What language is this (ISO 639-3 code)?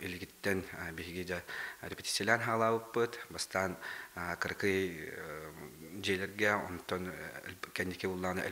sah